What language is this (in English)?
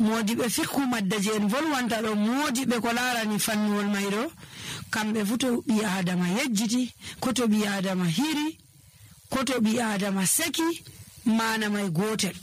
Nigerian Fulfulde